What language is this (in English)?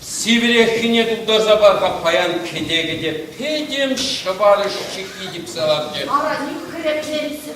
Chuvash